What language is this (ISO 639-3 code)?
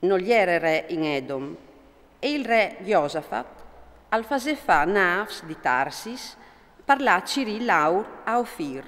fur